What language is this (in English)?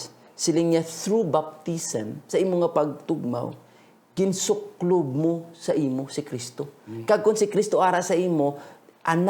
Hiligaynon